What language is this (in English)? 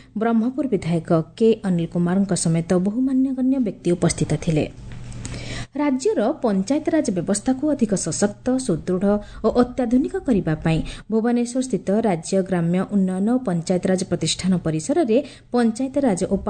Odia